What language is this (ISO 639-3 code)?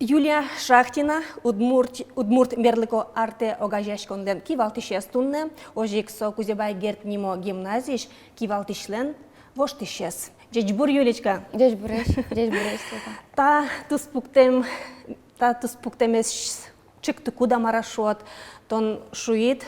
udm